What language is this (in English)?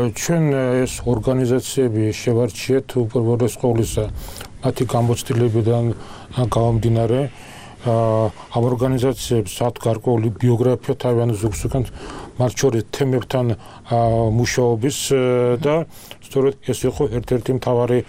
Georgian